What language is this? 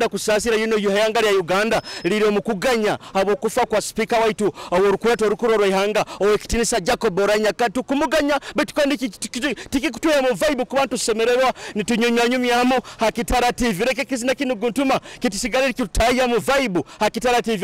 Nyoro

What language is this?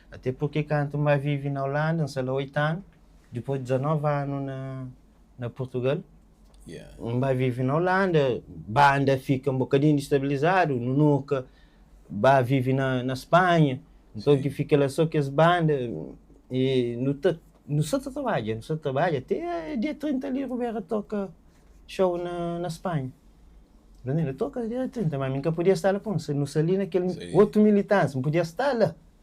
Kabuverdianu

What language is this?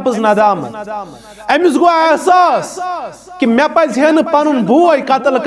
Kashmiri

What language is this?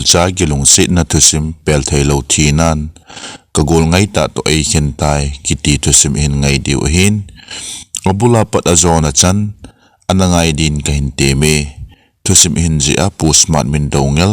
Thado Chin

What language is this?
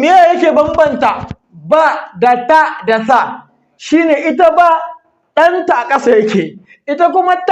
Hausa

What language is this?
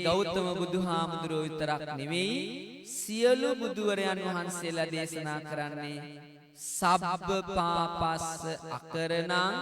Sinhala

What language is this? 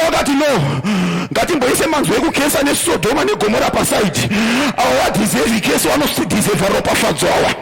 Shona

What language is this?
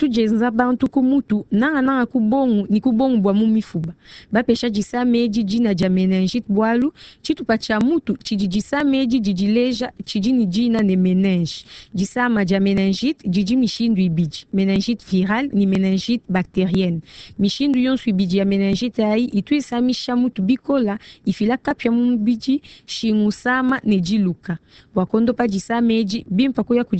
Luba-Lulua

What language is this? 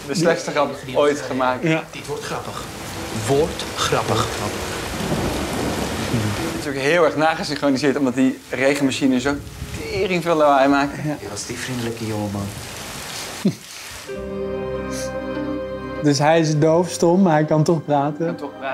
Dutch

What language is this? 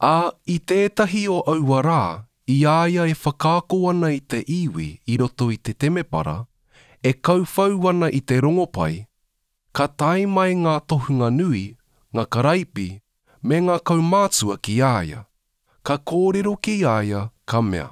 Māori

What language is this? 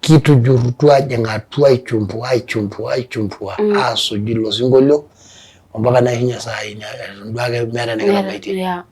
Masai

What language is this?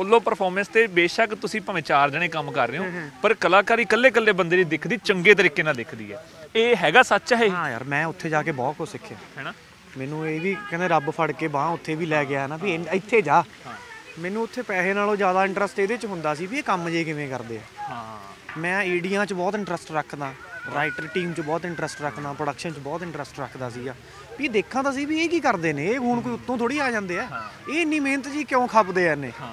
Punjabi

